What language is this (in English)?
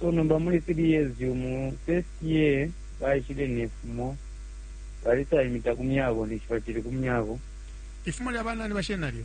Bemba